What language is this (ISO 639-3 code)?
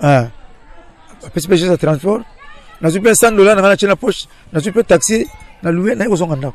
lin